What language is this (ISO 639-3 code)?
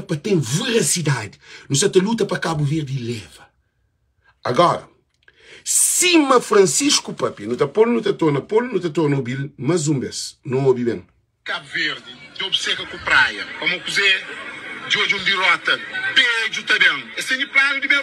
kea